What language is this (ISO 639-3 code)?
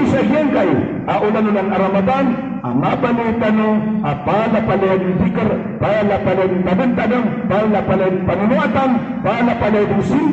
mrw